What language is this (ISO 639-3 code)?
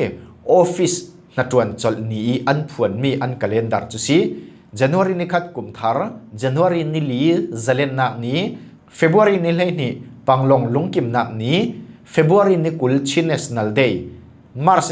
cfm